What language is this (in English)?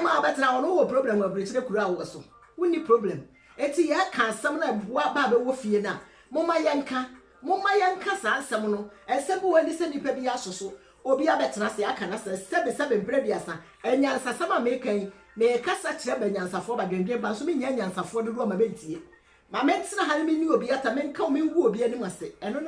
Akan